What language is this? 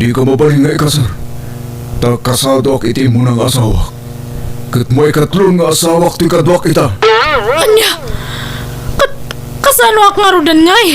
Iloko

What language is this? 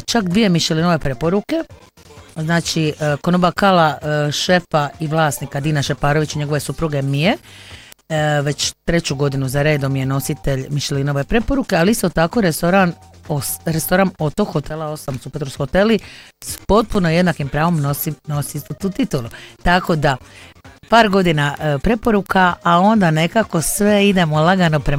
Croatian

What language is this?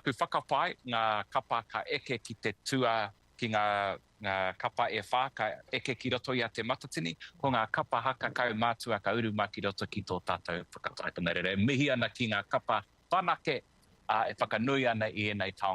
Māori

